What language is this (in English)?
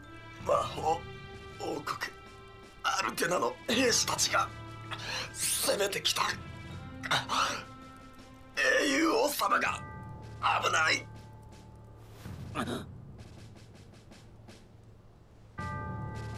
Japanese